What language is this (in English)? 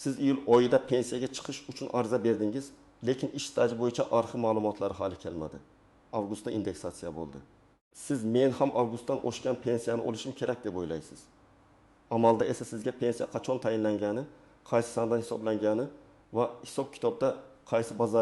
Uzbek